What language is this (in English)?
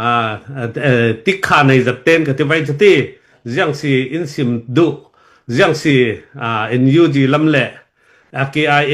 Hakha Chin